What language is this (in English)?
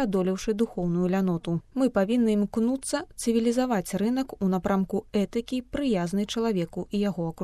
Belarusian